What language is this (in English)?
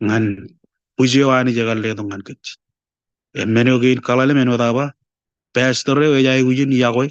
Marshallese